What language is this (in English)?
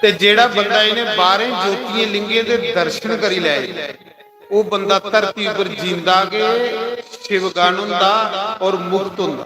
Dogri